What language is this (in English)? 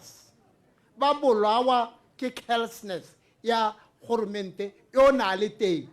Tswana